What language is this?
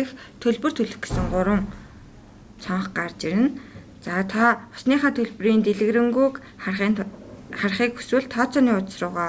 Mongolian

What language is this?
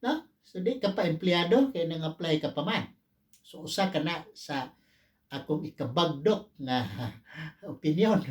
Cebuano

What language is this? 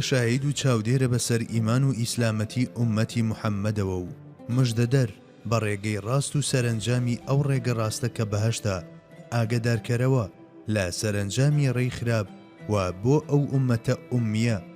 Central Kurdish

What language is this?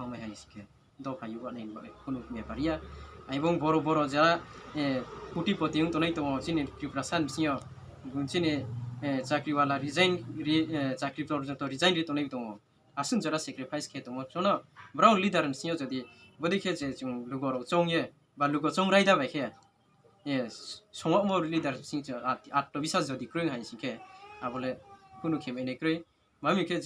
Riang (India)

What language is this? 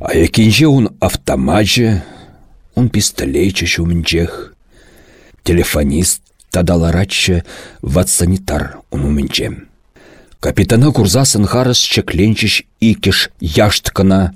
Chuvash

